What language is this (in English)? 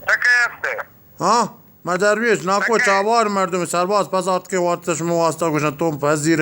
Eastern Balochi